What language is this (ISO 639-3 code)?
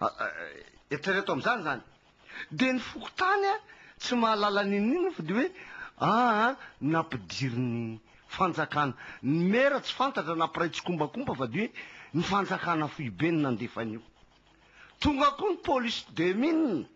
mlg